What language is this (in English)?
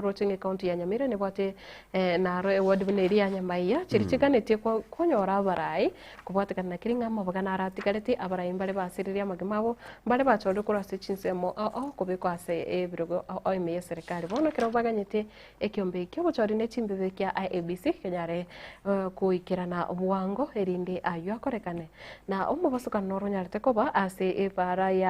Gusii